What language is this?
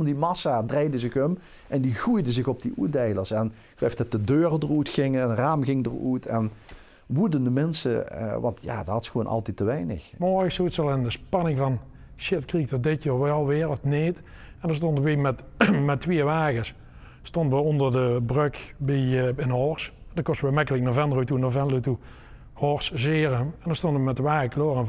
Limburgish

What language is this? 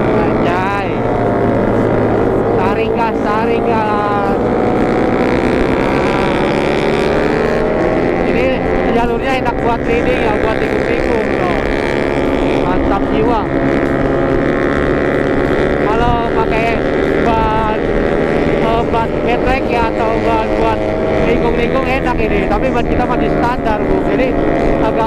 Indonesian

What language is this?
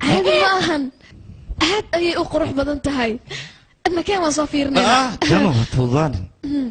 Somali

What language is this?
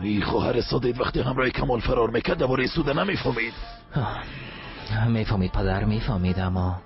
Persian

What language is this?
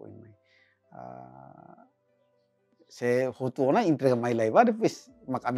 Tetum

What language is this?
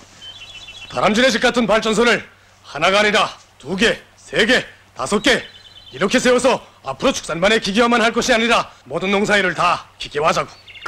Korean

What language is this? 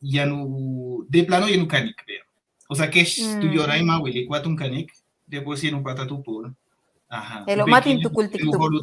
Yucateco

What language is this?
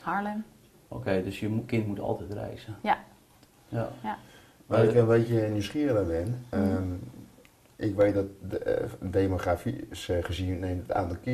Dutch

